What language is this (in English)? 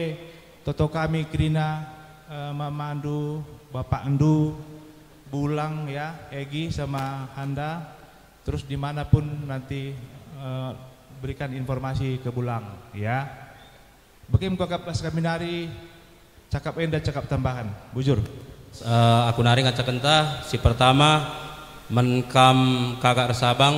Batak Karo